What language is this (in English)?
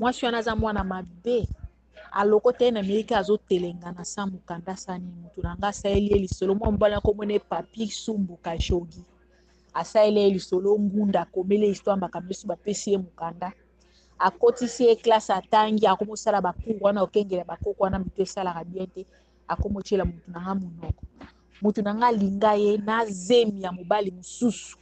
Lingala